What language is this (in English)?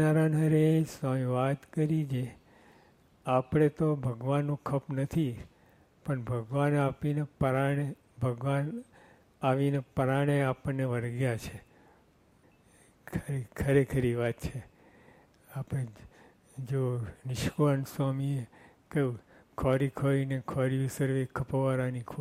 Gujarati